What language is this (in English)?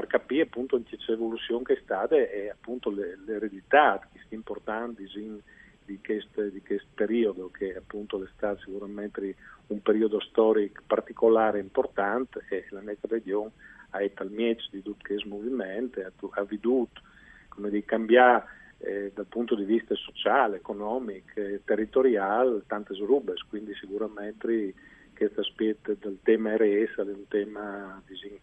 Friulian